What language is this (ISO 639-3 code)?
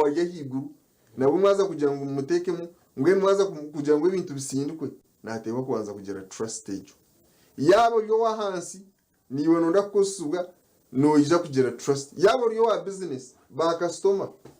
nyn